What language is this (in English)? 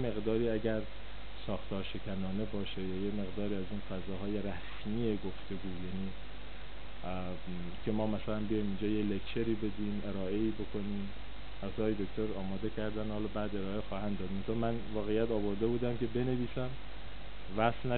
Persian